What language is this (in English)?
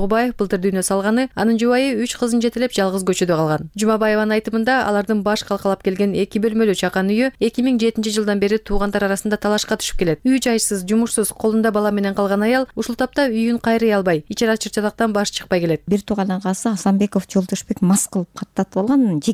Kyrgyz